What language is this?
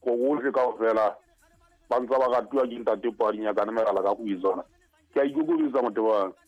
Southern Sotho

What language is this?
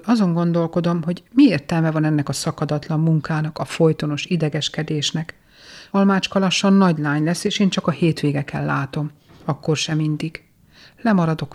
Hungarian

